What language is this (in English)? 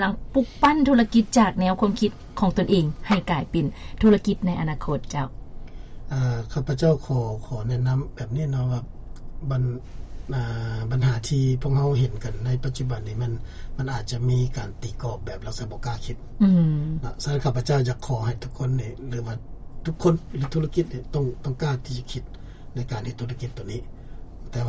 Lao